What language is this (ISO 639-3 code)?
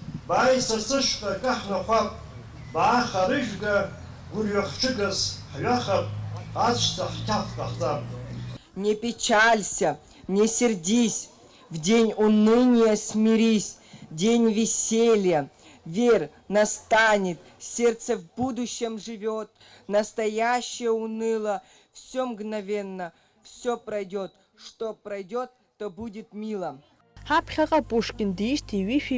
abk